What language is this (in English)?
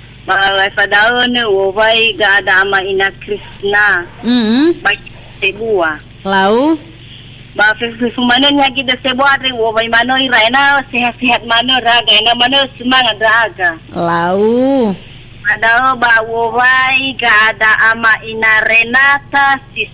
Nias